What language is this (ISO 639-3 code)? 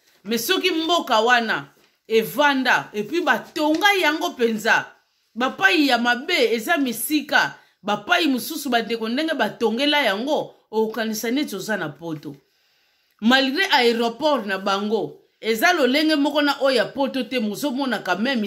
lin